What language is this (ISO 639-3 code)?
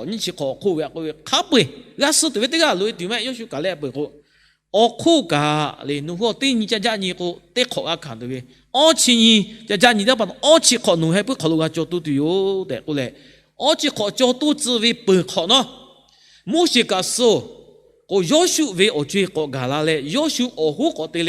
lhu